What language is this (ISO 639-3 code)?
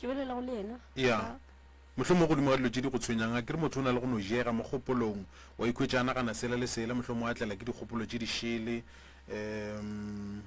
nso